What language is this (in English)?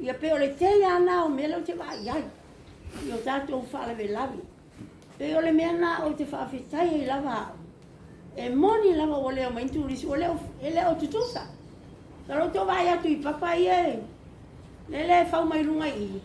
Samoan